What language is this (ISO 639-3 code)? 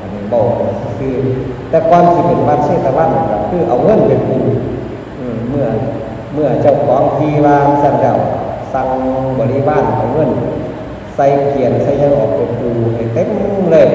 tts